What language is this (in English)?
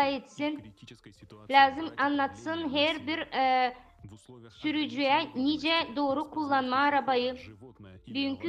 Gagauz